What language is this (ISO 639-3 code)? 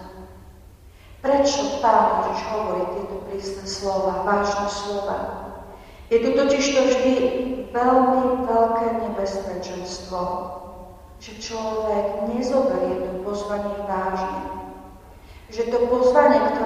slk